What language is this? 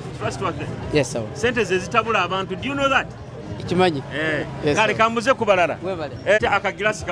Nyoro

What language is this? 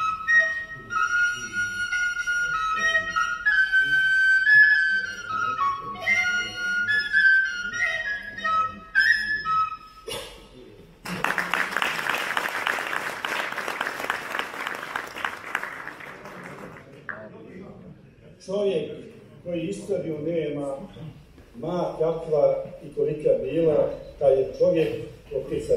Croatian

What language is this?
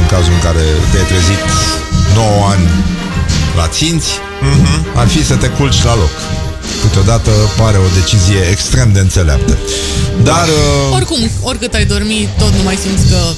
Romanian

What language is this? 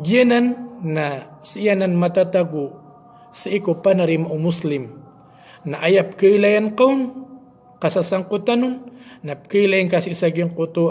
Maranao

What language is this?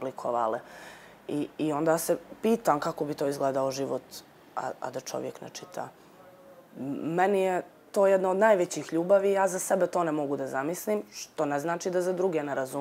Bosnian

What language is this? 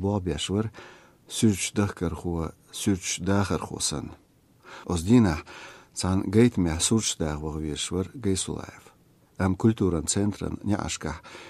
Chechen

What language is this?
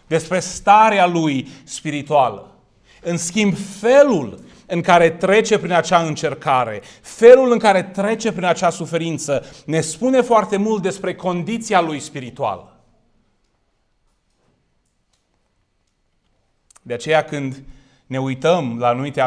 Romanian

